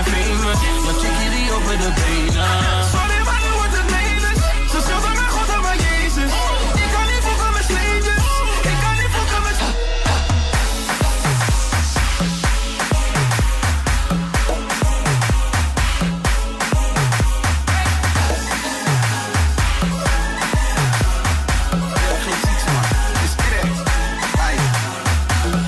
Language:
Dutch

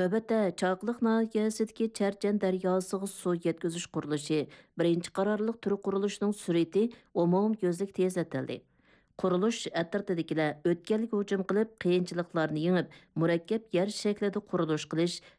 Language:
Uyghur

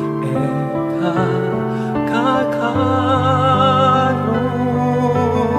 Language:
Pampanga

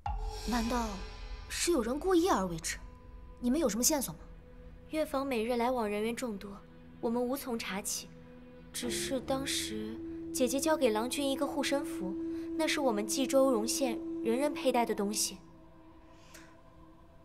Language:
Chinese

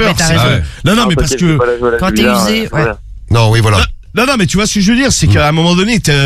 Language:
French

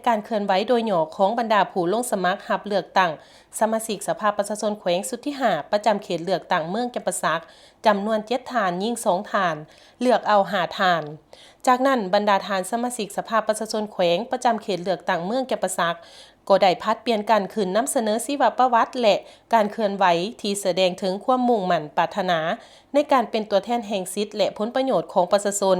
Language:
Lao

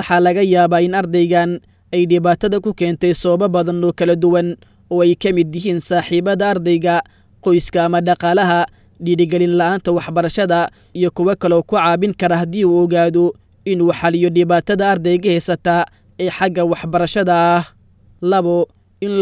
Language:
Somali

